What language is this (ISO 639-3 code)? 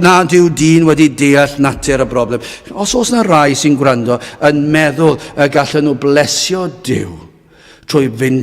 cym